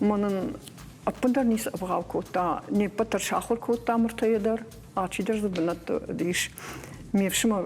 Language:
Ossetic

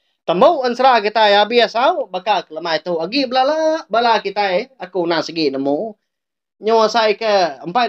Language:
Iban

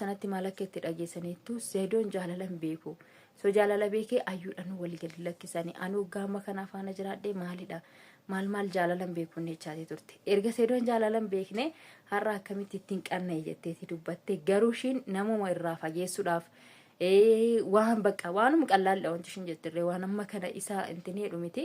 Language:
Oromo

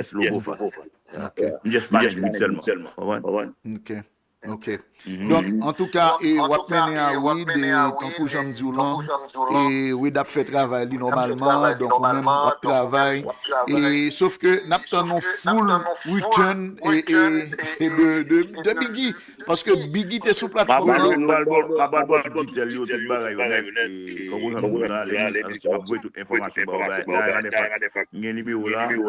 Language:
Haitian Creole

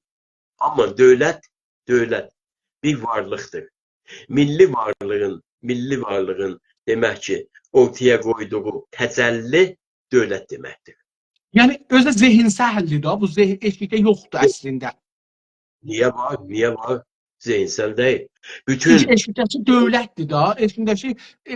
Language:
South Azerbaijani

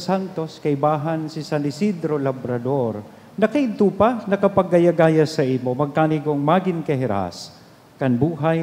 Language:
Bikol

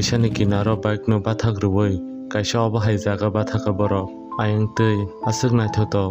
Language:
Kok Borok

